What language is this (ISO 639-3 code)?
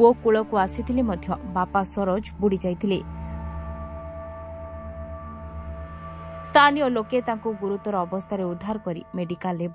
ori